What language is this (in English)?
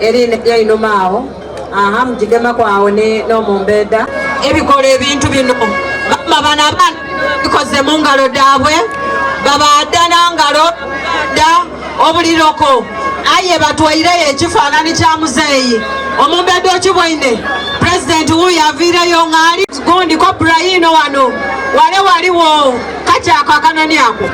Soga